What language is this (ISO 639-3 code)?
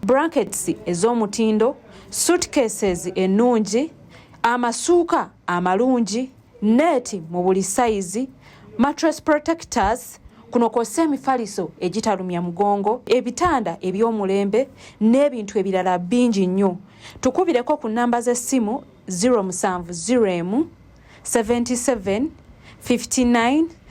lug